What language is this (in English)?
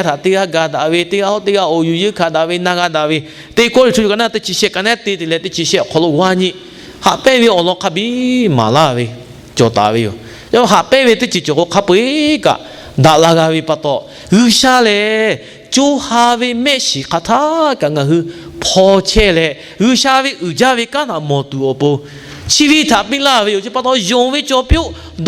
Lahu